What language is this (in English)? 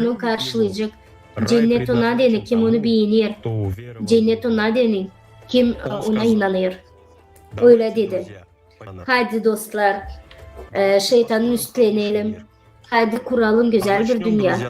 Gagauz